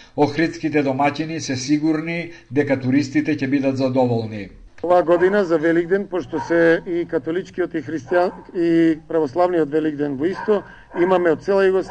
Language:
Macedonian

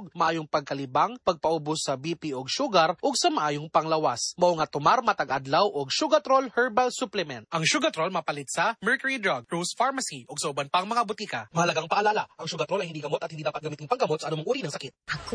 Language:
Cebuano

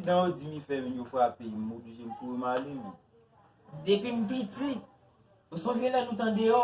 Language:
Haitian Creole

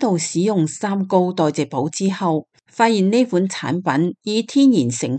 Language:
Cantonese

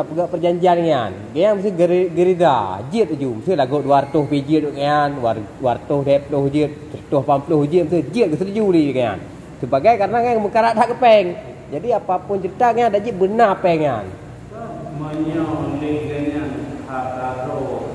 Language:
Achinese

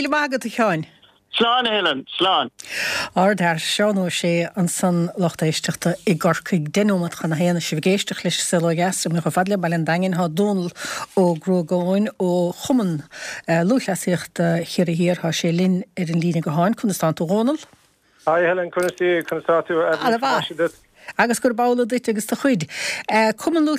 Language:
Irish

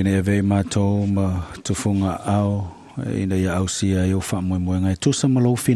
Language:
Samoan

